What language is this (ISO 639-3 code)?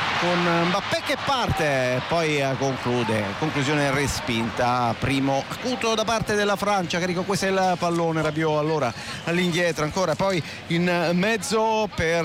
ita